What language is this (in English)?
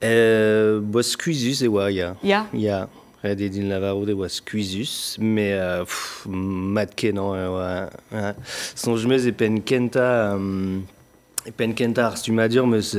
Breton